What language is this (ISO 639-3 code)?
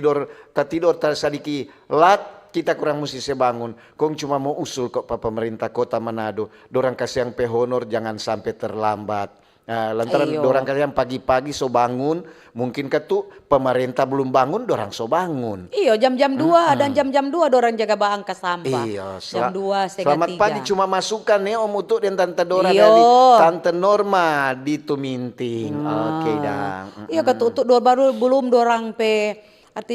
xmm